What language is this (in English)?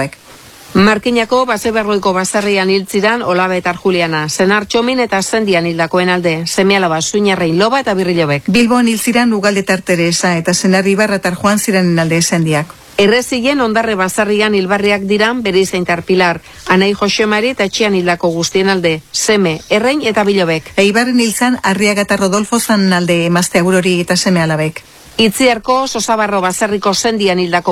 Basque